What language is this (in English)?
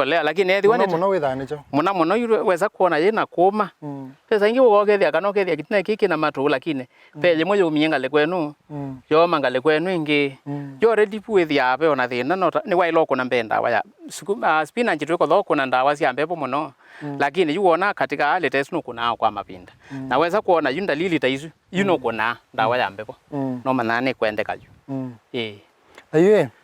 Kamba